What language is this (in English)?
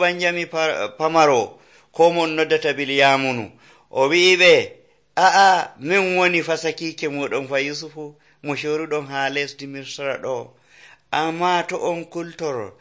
Nigerian Fulfulde